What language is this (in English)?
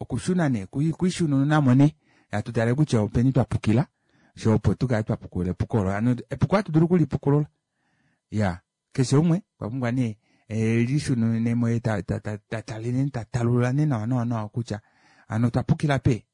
Kuanyama